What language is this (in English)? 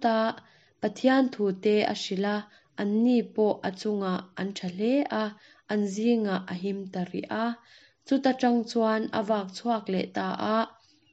Mizo